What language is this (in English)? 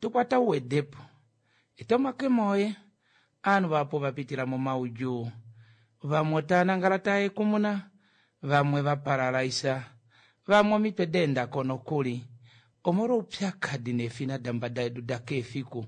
Kuanyama